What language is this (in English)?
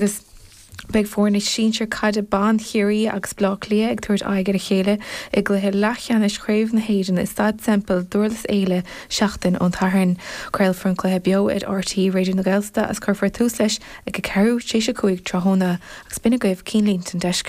Irish